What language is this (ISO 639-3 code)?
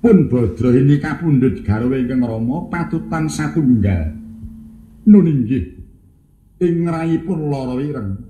jav